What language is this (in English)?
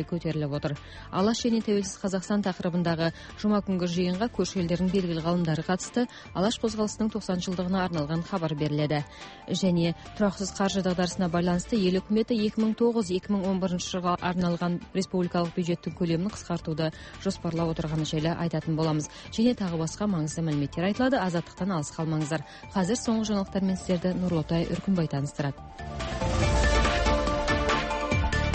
Kazakh